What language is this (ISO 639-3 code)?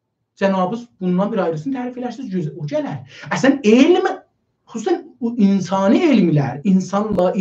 azb